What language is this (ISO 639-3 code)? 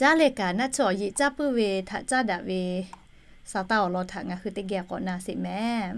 lhu